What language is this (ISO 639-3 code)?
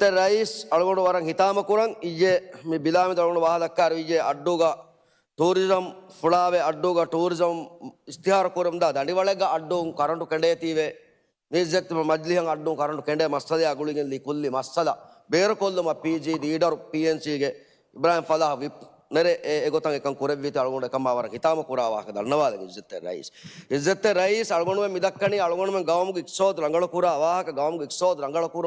div